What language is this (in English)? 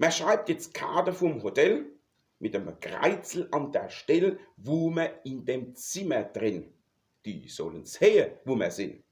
Palatine German